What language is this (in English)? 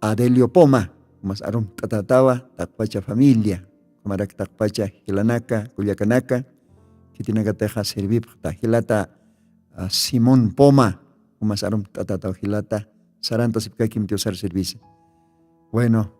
Aymara